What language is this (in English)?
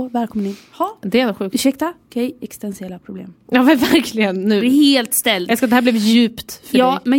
Swedish